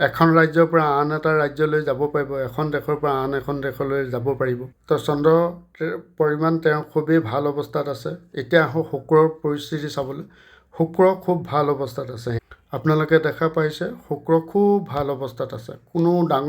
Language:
Assamese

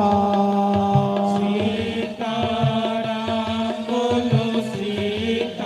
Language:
Dogri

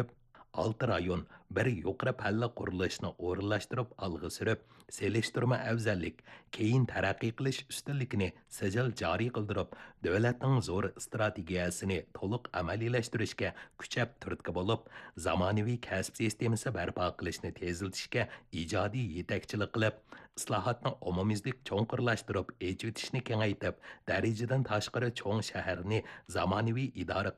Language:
Uyghur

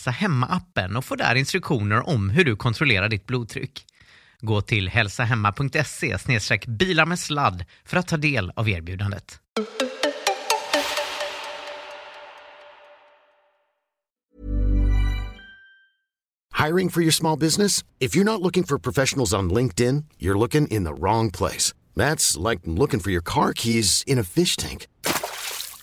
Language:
Swedish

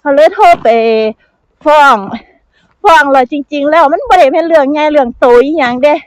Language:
Northeastern Thai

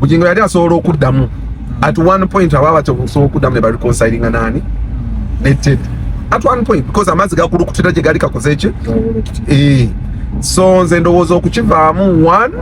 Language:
Ganda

